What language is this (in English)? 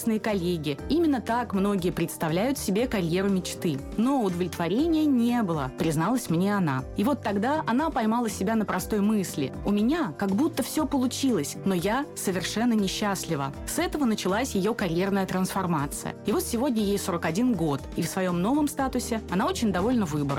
Russian